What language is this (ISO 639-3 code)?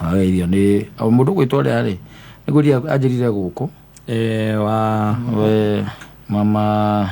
kik